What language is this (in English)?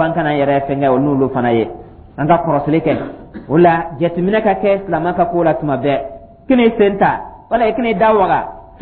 Dyula